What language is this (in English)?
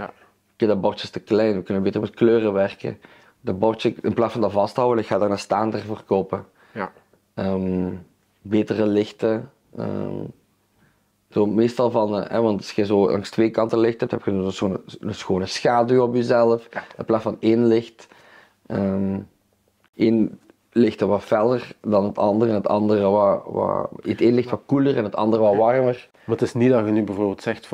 Dutch